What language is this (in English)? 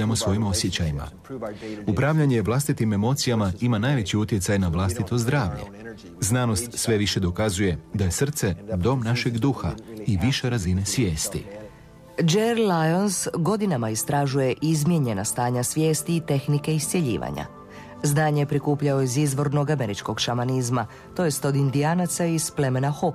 Croatian